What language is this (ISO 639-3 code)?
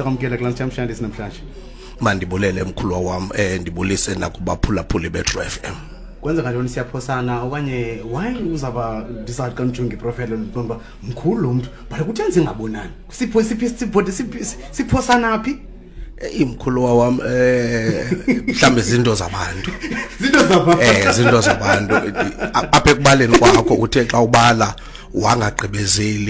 xho